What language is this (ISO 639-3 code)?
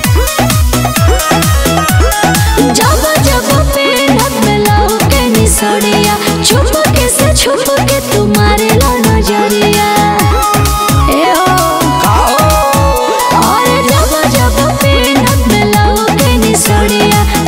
bho